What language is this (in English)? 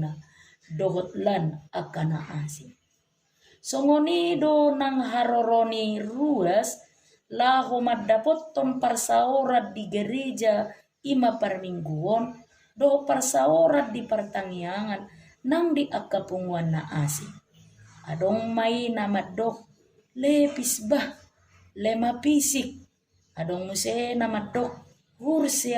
Batak Toba